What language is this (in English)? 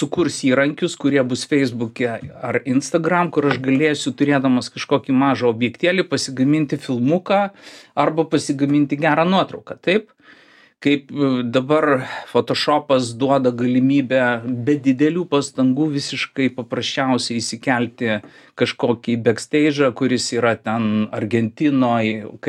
Lithuanian